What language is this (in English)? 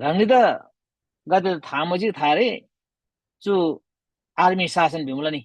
Eastern Tamang